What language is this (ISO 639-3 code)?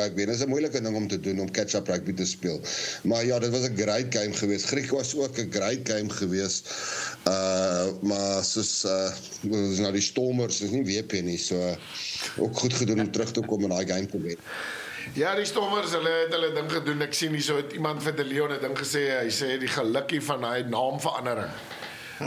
afr